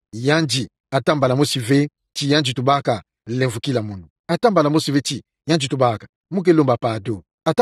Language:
Kituba (Democratic Republic of Congo)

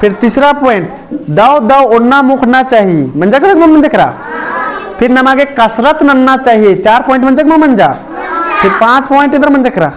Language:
Kurukh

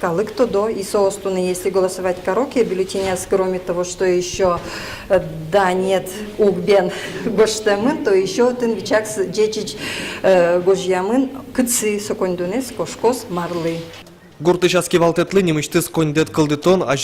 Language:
Udmurt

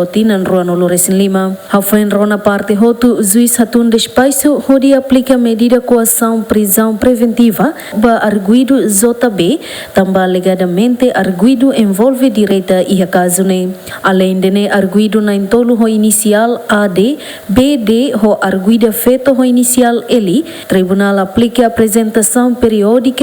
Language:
Tetum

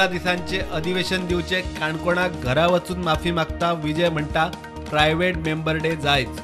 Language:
Konkani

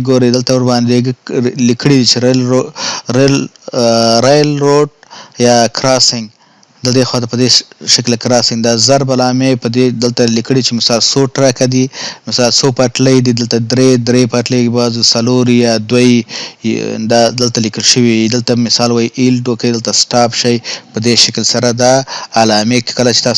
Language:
Pashto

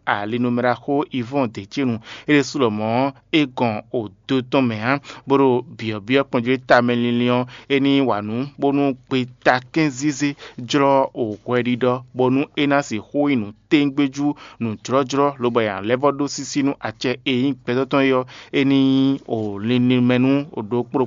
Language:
Fon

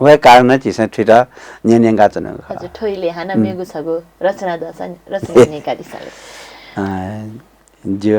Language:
Newari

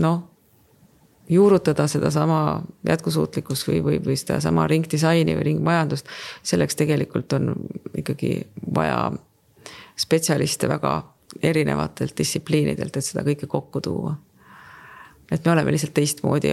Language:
Estonian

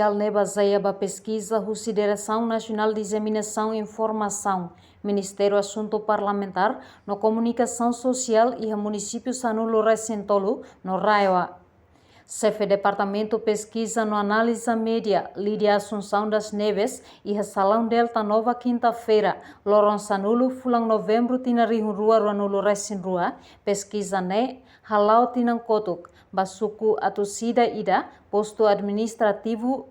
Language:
Tetum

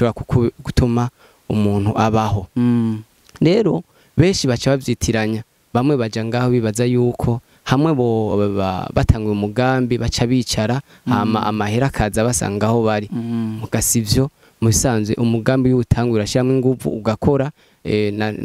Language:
Rundi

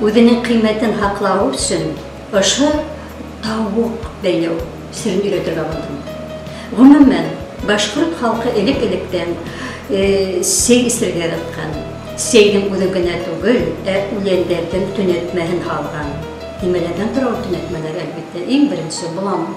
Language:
Bashkir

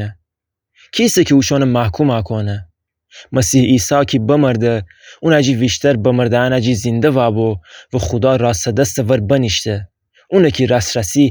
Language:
Gilaki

